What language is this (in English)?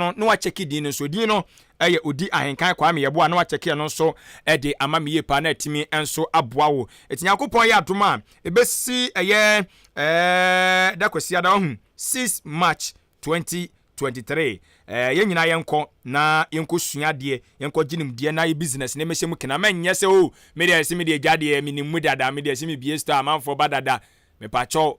Akan